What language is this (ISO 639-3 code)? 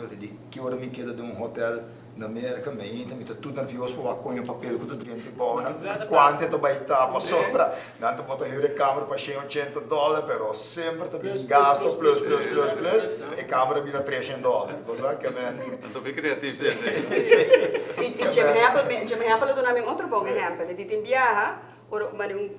pap